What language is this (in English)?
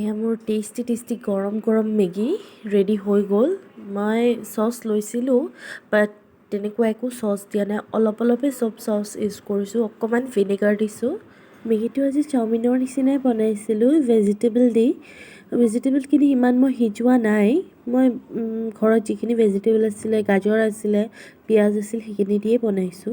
Assamese